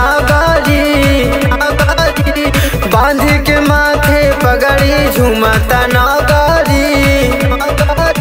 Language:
Bhojpuri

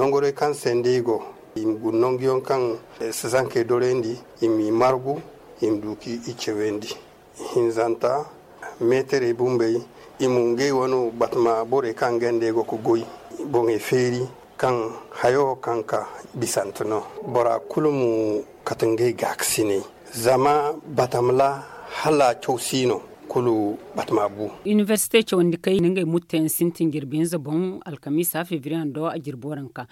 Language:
Zarma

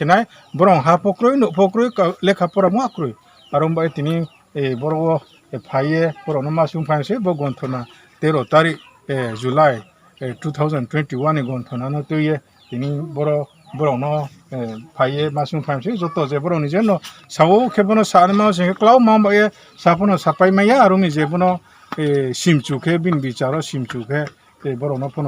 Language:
Riang (India)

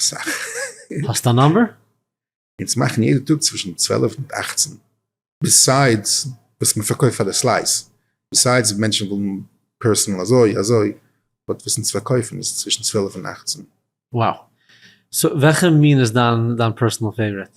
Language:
Yiddish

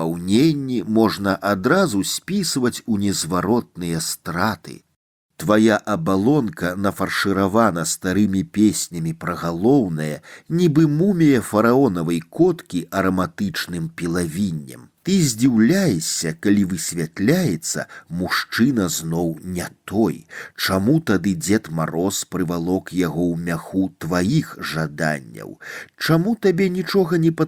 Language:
Belarusian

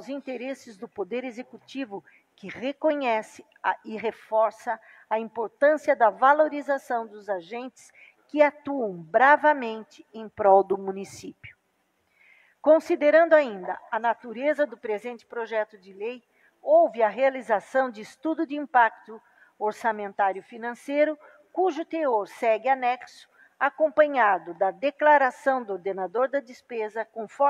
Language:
Portuguese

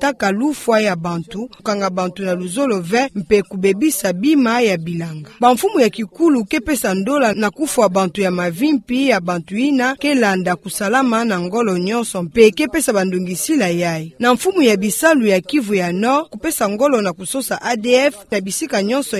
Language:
Kituba (Democratic Republic of Congo)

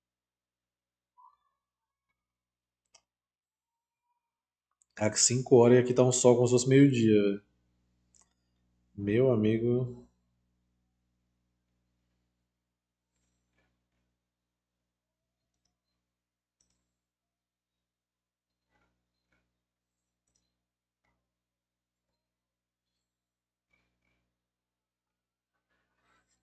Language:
Portuguese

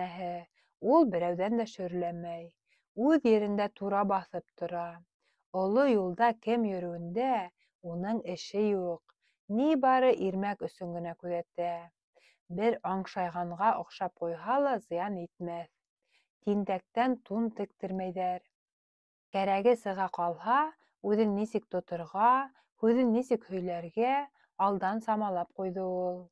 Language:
Bashkir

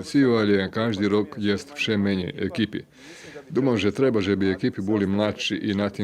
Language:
Rusyn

